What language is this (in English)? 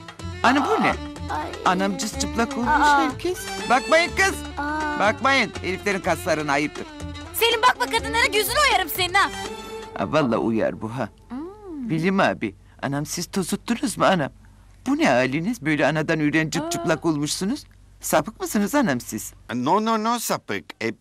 Turkish